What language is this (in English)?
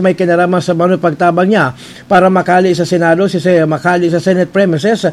Bikol